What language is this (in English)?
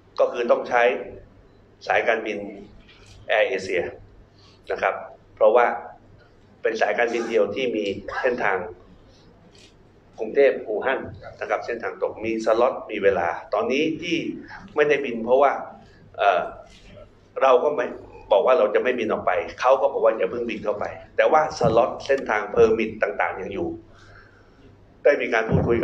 Thai